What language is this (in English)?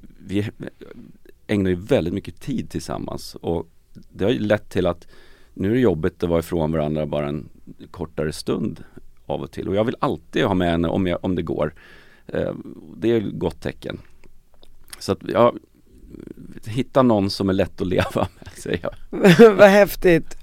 Swedish